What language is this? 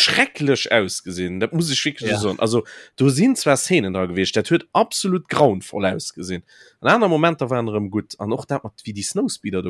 Luxembourgish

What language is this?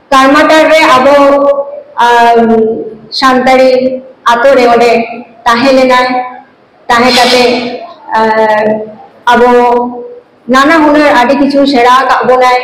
Santali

